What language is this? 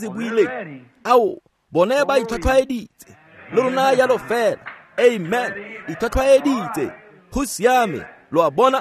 Tswana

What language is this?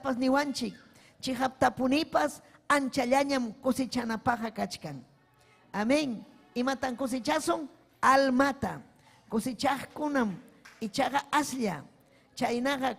Ayacucho Quechua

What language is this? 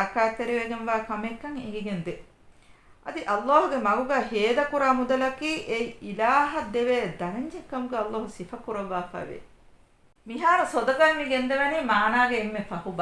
Divehi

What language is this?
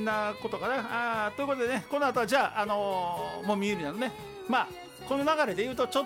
Japanese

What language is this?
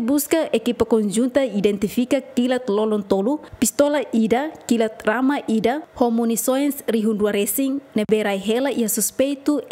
Tetum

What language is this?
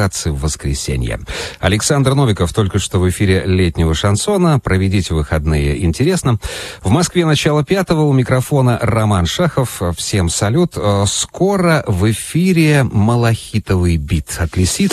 Russian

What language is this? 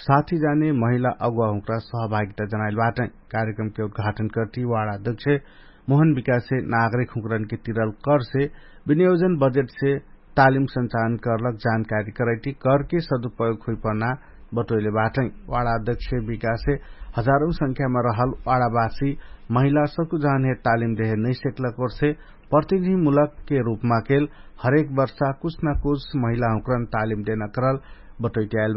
Dangaura Tharu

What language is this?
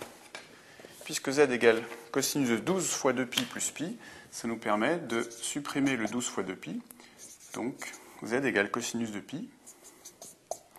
French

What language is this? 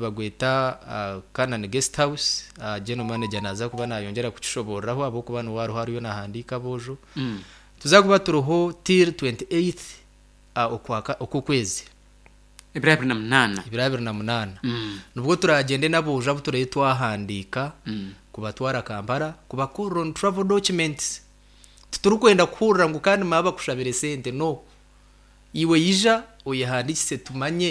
Nyankole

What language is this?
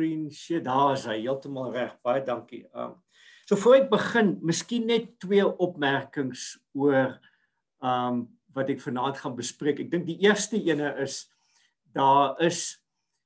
Afrikaans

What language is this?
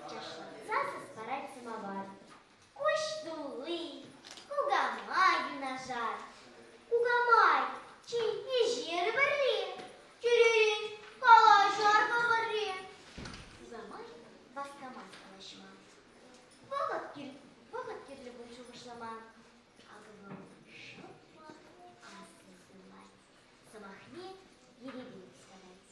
Chuvash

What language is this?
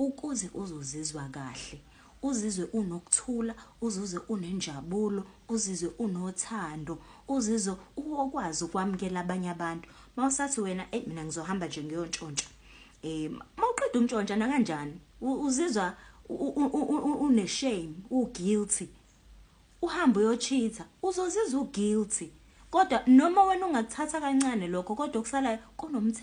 Zulu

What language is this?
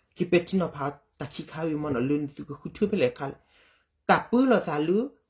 S'gaw Karen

